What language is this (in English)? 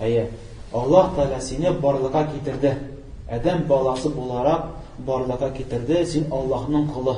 Tatar